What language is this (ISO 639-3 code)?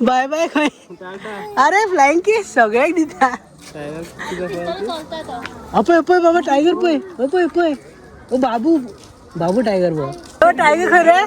kok